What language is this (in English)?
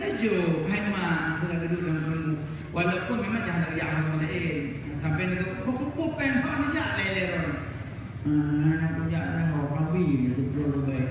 Achinese